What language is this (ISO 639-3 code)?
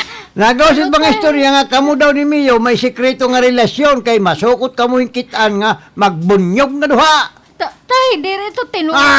war